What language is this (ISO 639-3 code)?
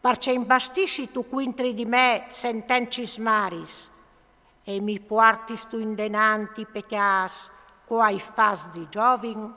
fur